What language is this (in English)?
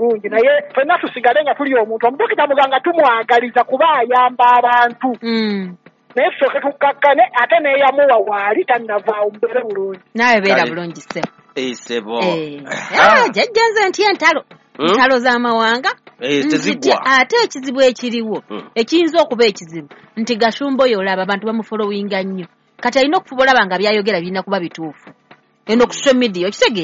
Ganda